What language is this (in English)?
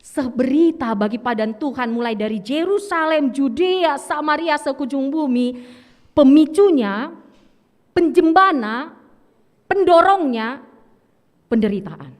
Batak Karo